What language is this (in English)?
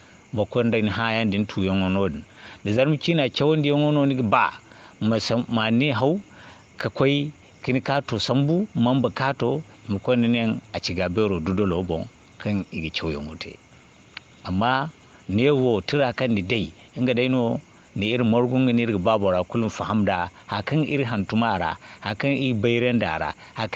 Zarma